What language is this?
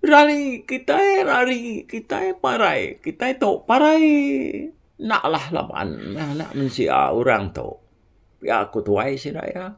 Iban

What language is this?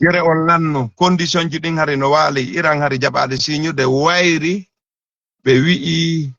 Fula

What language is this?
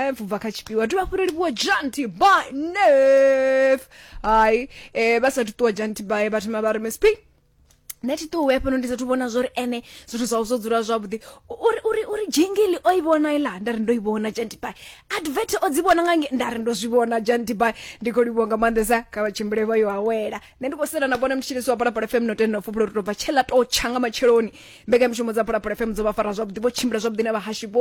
Venda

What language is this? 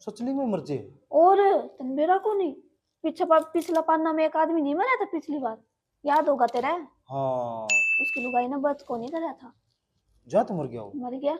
Haryanvi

